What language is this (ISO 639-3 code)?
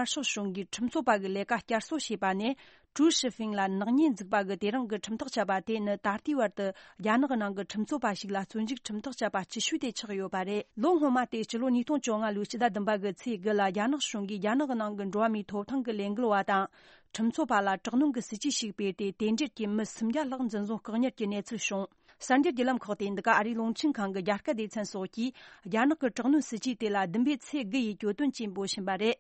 bod